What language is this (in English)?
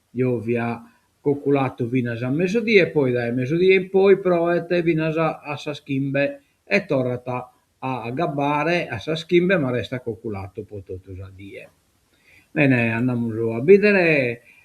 Sardinian